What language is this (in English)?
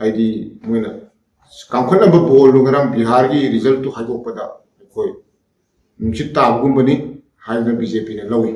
Manipuri